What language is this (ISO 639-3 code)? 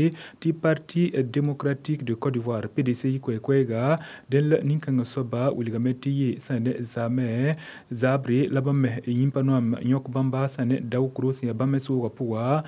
mos